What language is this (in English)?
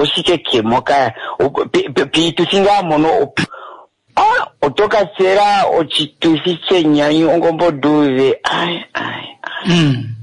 Kuanyama